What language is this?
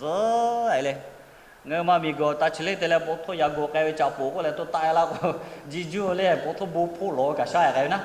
Lahu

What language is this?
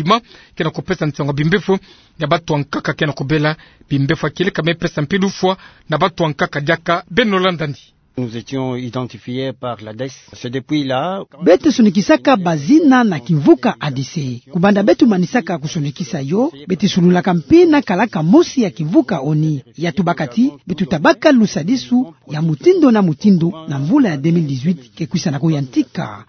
Kituba (Democratic Republic of Congo)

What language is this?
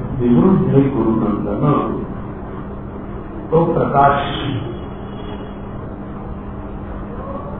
Marathi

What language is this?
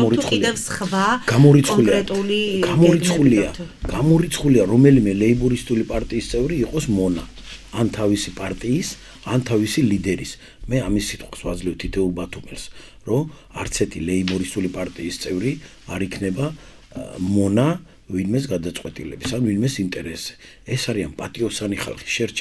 Georgian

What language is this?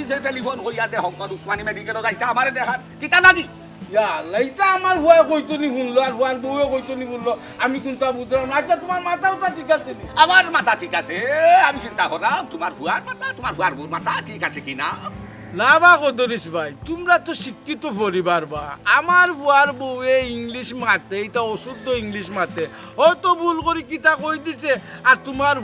Sylheti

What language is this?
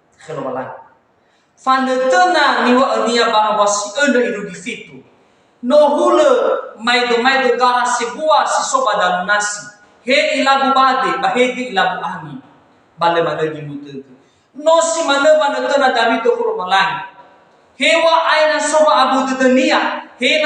Nias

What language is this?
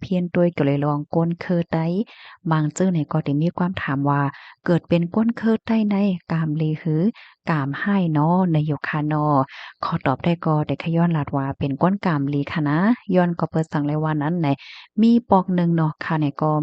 Shan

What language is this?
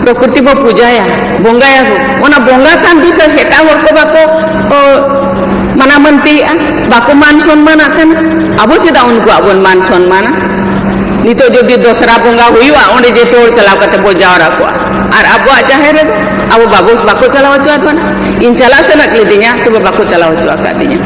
Santali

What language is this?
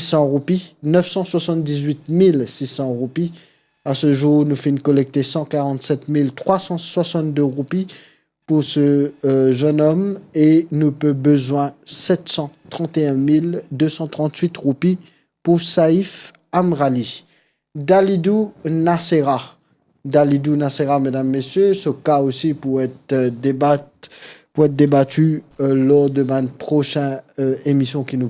Morisyen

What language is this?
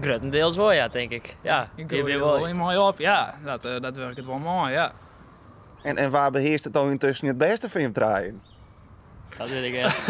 Western Frisian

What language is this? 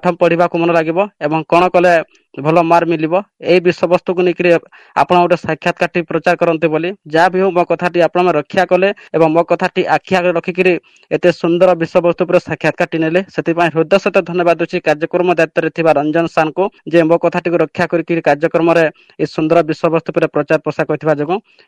Odia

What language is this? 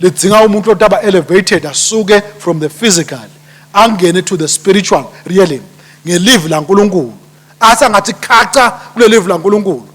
Swati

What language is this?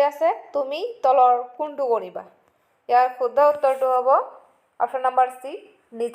Assamese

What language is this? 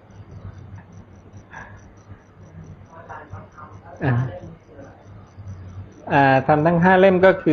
Thai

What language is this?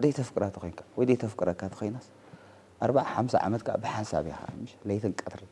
Tigrinya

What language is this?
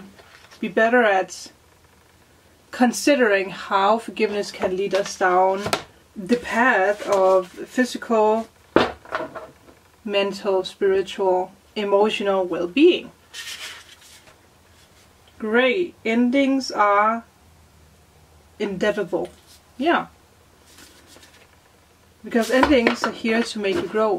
English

